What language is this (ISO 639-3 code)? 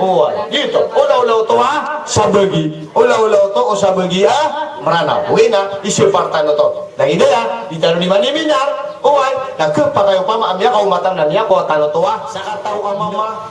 mrw